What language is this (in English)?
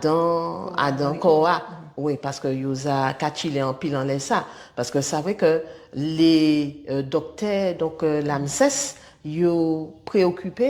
Guadeloupean Creole French